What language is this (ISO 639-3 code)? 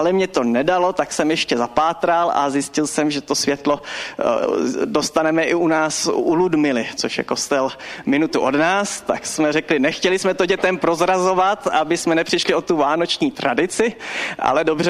ces